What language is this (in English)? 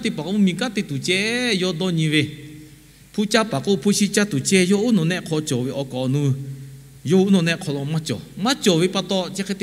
Lahu